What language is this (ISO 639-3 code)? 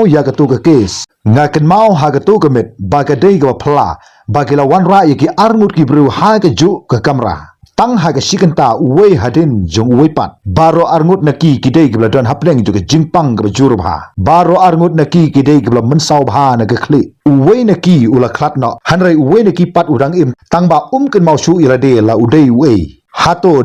kha